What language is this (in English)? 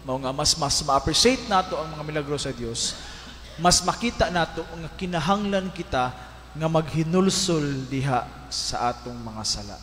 Cebuano